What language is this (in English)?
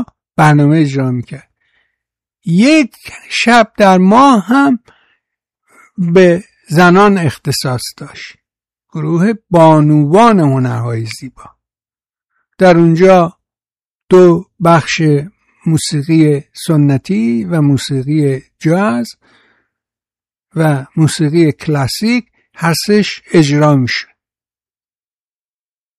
Persian